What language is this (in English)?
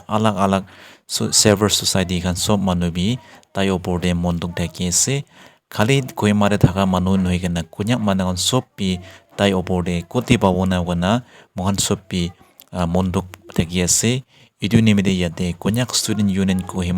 Naga Pidgin